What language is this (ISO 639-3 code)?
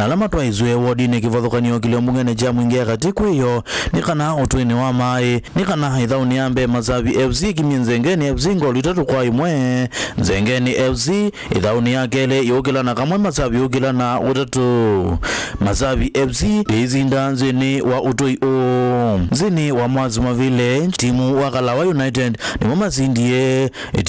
kam